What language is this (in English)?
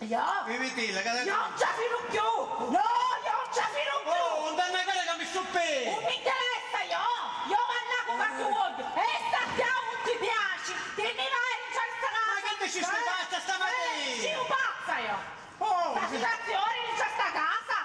Sicilian